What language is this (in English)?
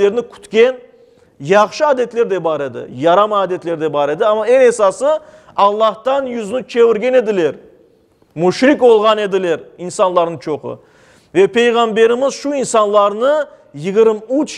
Crimean Tatar